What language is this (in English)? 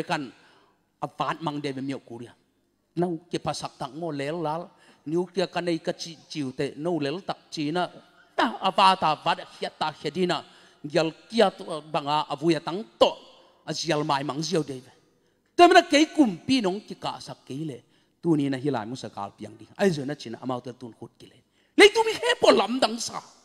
Tedim Chin